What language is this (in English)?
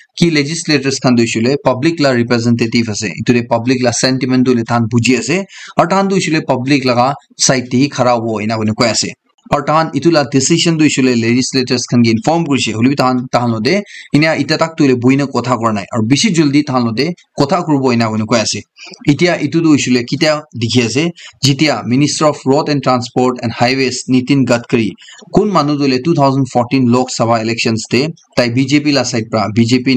Naga Pidgin